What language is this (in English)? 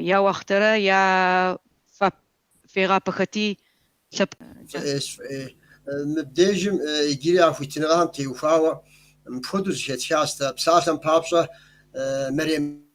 Kabardian